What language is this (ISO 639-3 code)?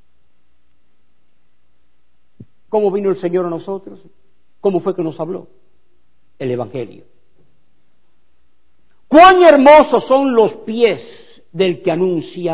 spa